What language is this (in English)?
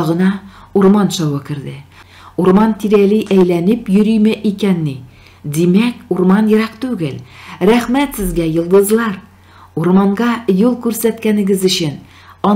Tatar